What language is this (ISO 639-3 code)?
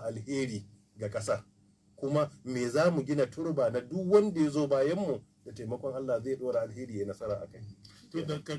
hau